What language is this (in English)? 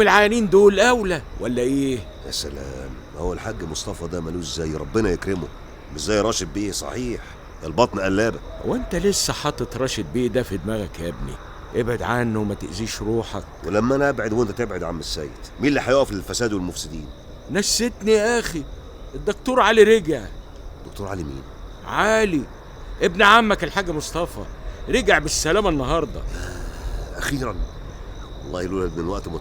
Egyptian Arabic